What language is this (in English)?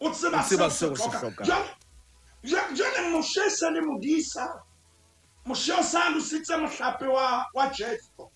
Southern Sotho